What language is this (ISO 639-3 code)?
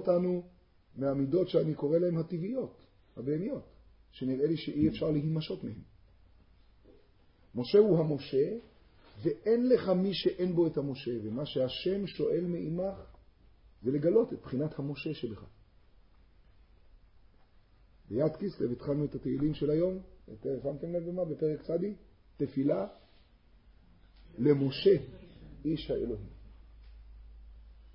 heb